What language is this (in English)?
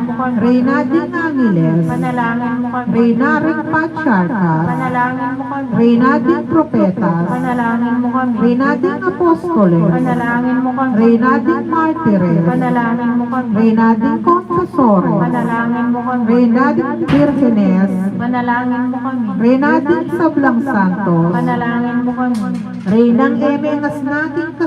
Pampanga